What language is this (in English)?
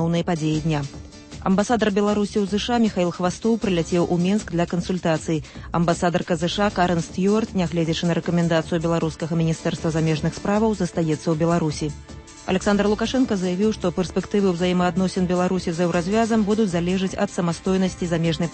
Belarusian